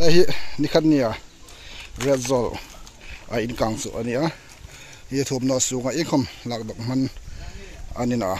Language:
Hmar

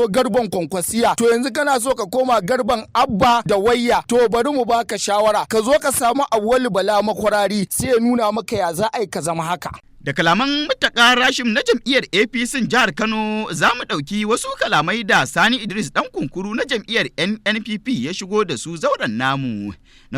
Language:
Hausa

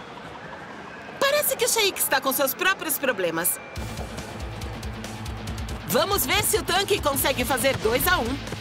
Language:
Portuguese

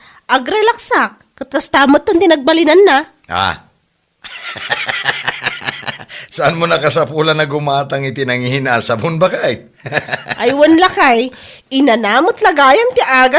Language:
Iloko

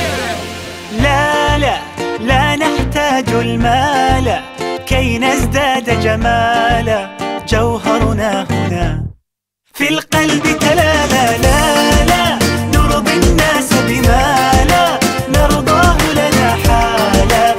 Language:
Arabic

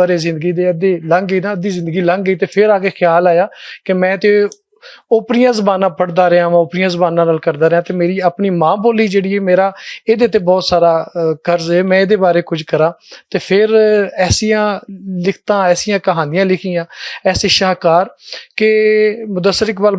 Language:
Western Panjabi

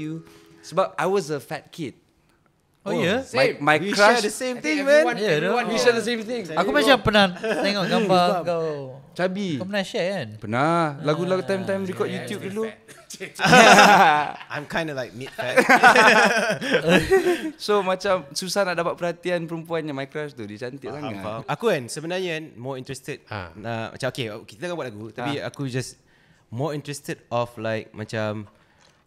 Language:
Malay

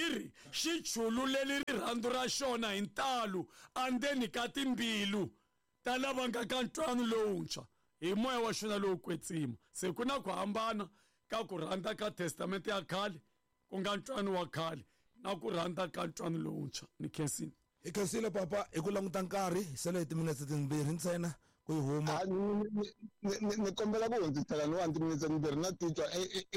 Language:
Tsonga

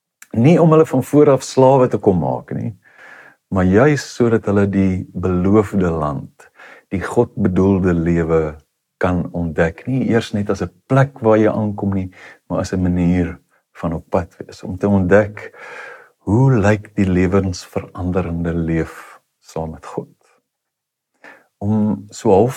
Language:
Afrikaans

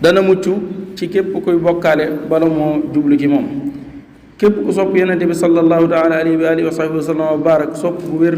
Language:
Wolof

